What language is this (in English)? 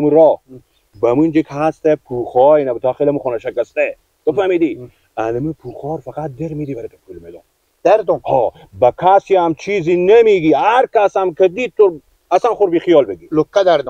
Persian